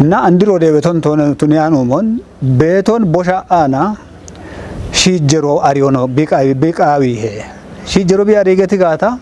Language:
Kafa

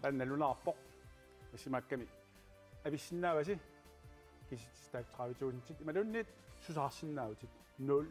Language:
Kalaallisut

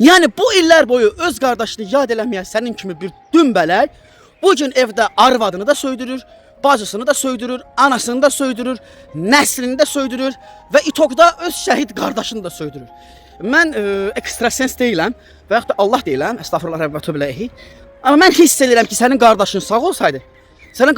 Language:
Azerbaijani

